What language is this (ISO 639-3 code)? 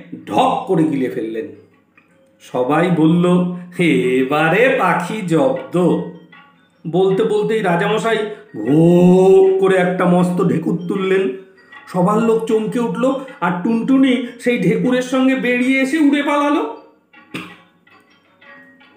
ben